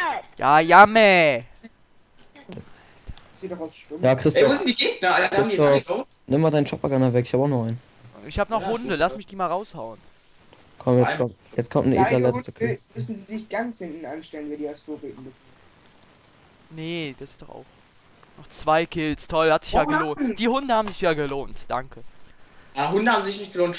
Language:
German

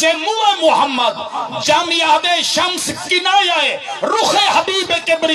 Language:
Saraiki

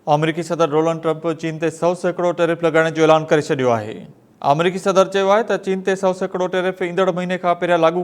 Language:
Sindhi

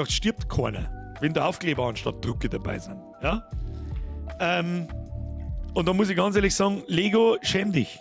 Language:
Bavarian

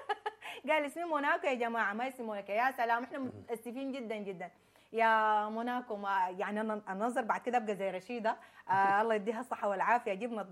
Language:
Sudanese Arabic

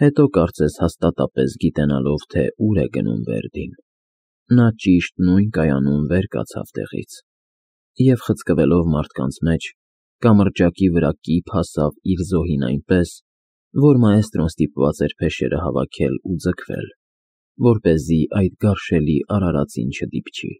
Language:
Armenian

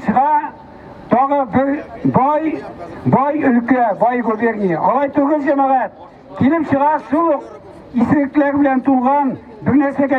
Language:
Tatar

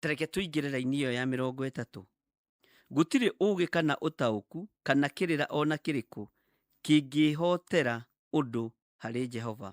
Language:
Kikuyu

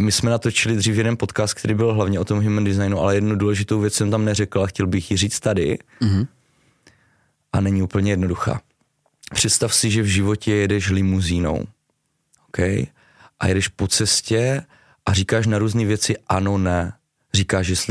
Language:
Czech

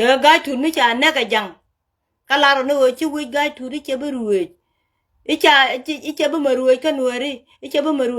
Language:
Nuer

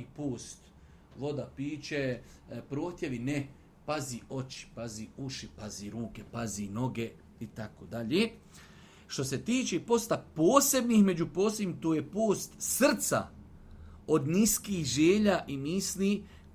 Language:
Bosnian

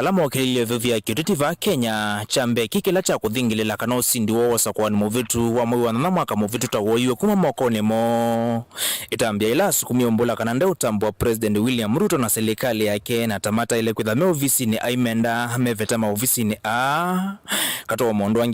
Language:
Kamba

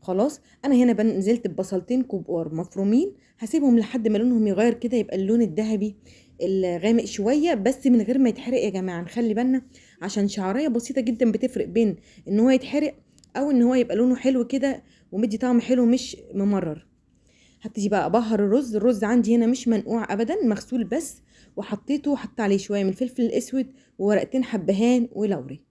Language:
Egyptian Arabic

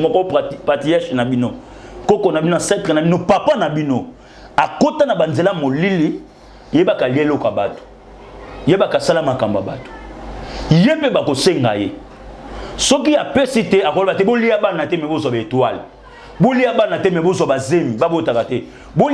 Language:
Lingala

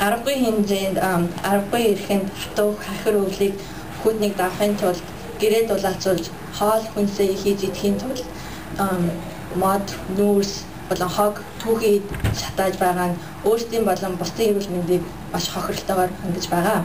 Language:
Mongolian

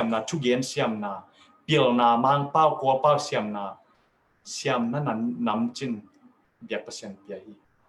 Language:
Tedim Chin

